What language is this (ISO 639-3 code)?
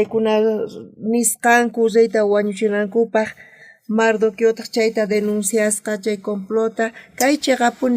quh